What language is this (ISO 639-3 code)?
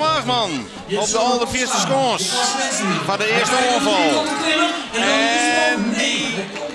fry